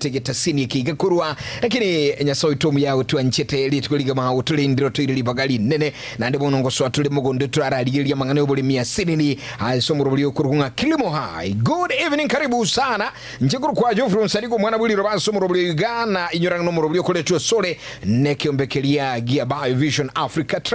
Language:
Gusii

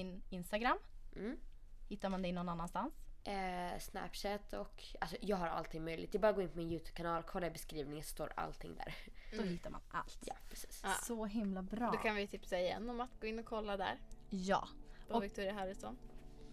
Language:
Swedish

